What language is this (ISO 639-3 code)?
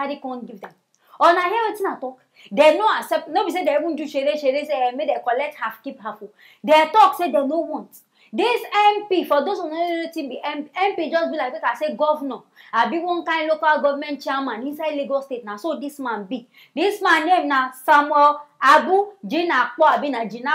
pcm